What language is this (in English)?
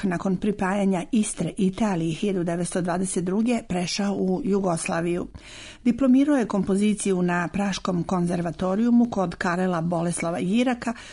Serbian